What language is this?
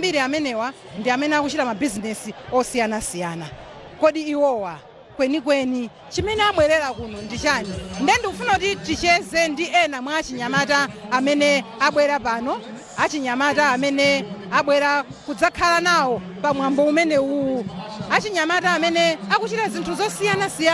Nyanja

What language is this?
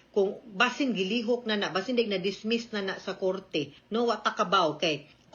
Cebuano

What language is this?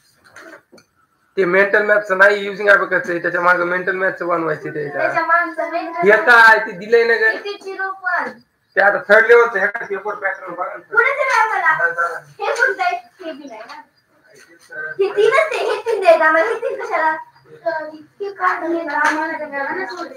Marathi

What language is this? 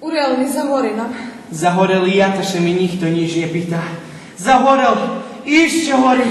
Rusyn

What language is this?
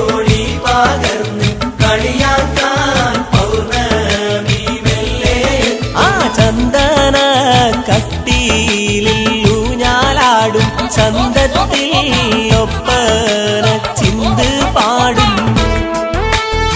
Malayalam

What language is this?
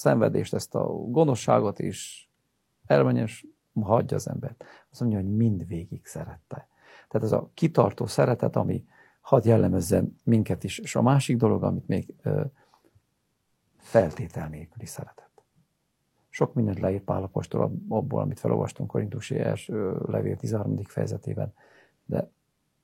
Hungarian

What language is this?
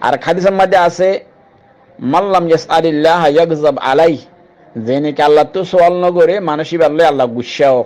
Rohingya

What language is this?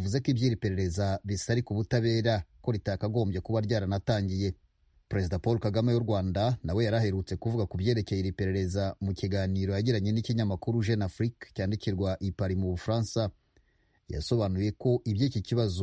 Kinyarwanda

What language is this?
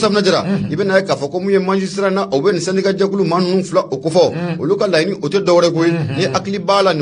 Bambara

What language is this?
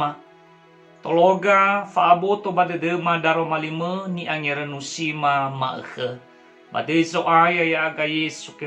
Nias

